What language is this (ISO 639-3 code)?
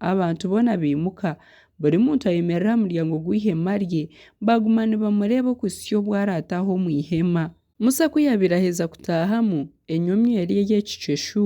nyn